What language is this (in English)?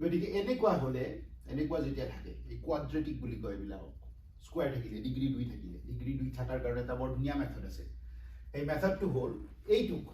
Assamese